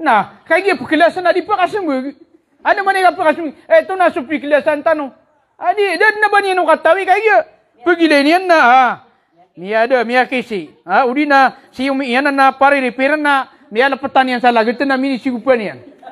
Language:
Maranao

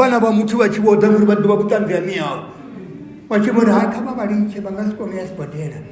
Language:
Venda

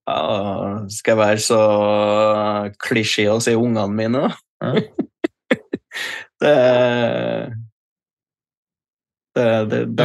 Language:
Norwegian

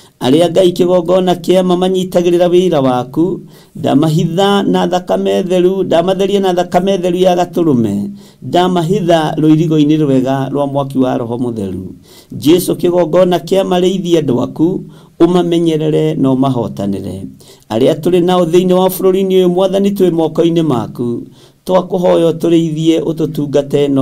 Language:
Kikuyu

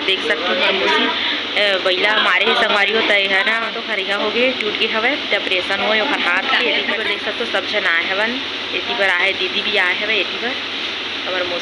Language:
Chhattisgarhi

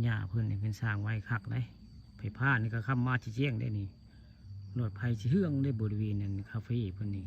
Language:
Northeastern Thai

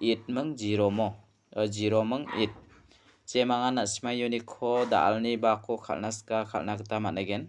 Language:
Garo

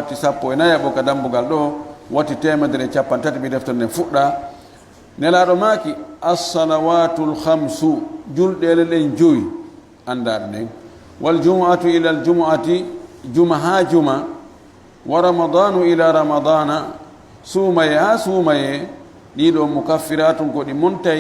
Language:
Fula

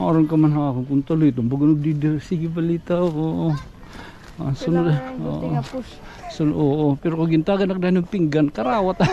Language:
Waray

